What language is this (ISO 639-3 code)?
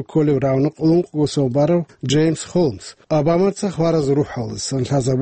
ava